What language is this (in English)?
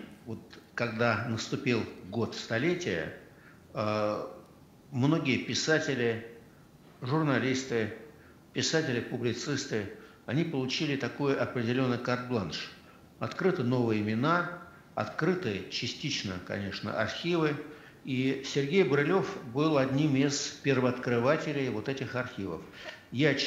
Russian